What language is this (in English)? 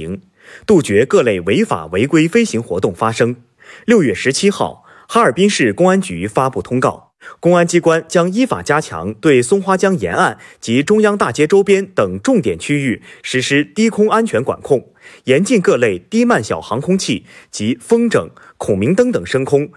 Chinese